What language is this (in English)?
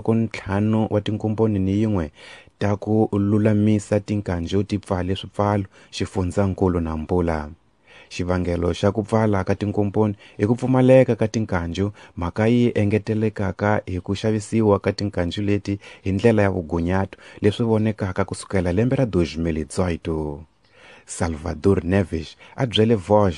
Tsonga